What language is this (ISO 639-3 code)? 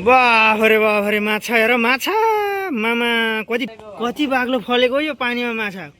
nep